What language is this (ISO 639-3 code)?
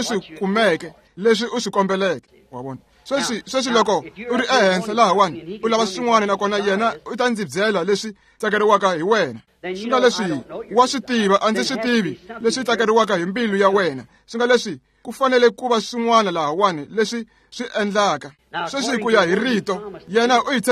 tso